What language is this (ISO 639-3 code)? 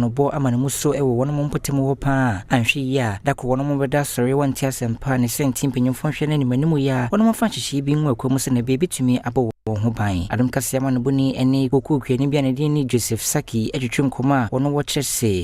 aka